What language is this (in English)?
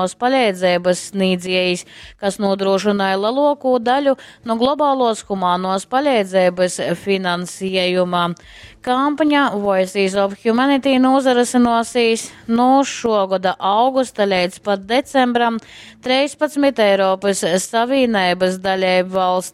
Latgalian